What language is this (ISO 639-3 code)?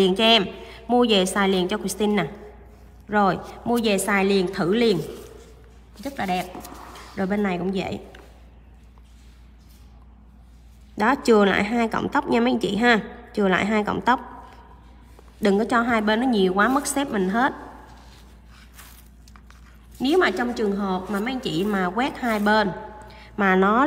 vie